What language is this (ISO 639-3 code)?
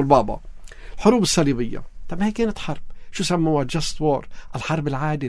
apc